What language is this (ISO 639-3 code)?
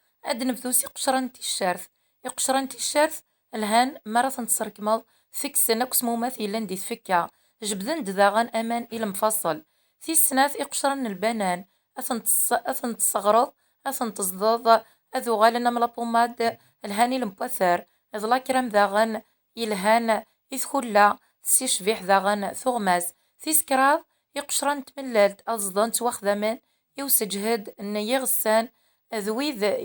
kab